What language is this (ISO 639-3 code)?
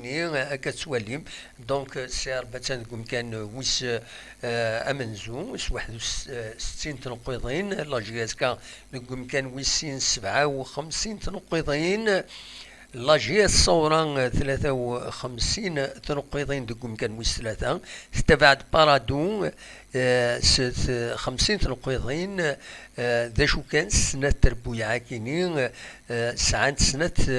kab